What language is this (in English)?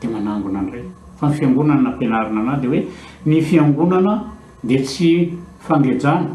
Malagasy